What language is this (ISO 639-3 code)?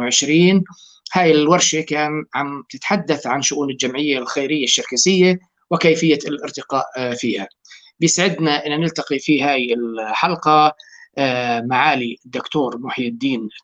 apc